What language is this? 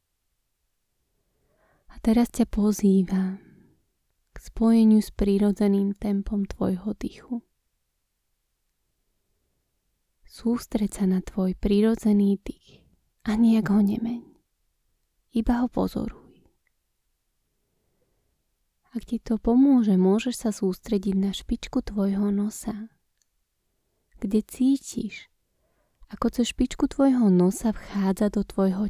Slovak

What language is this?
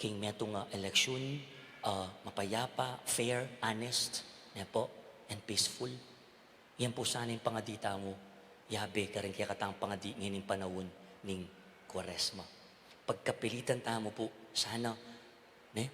Pampanga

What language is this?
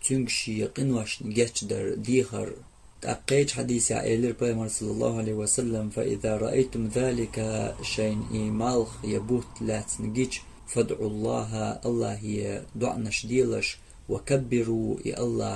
Chechen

